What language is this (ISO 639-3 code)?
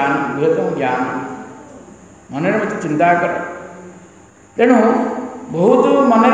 ori